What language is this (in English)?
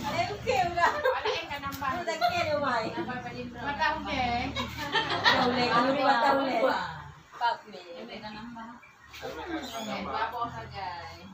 Achinese